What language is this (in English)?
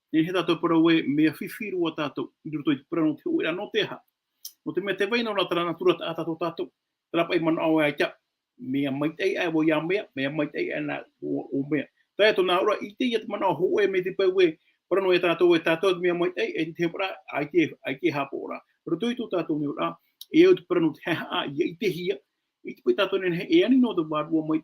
Tahitian